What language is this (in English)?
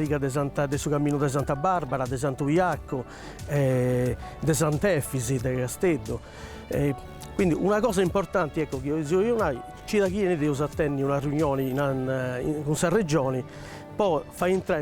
Sardinian